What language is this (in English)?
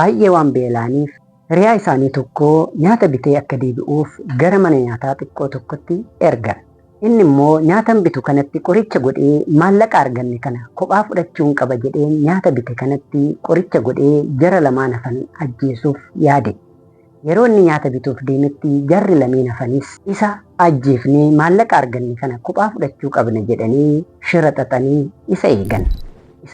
Oromo